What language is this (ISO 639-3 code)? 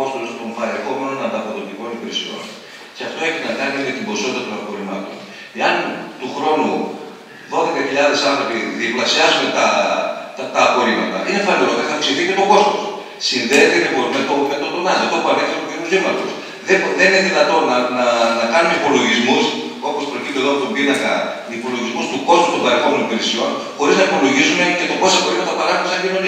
ell